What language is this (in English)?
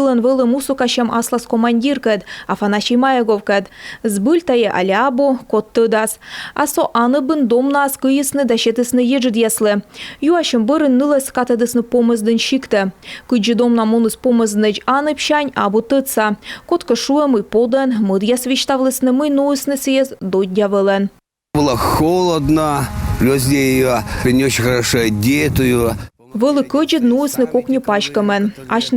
Komi